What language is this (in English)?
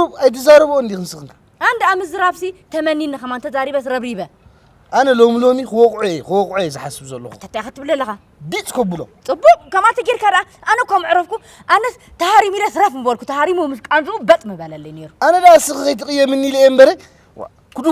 Tigrinya